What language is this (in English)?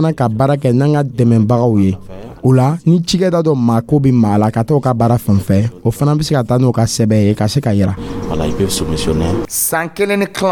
Dyula